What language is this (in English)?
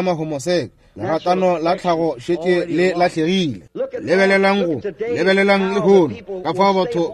Northern Sotho